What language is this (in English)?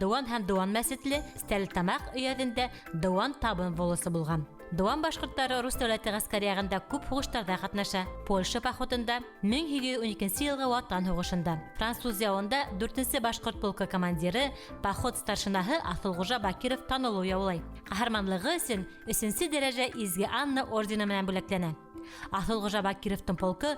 Bashkir